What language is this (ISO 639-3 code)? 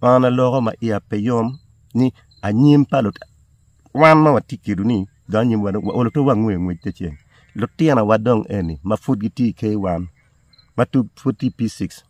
ach